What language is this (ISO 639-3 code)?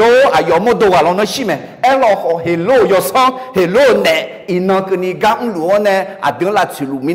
ahk